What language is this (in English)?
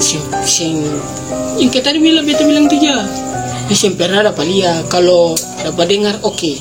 Ambonese Malay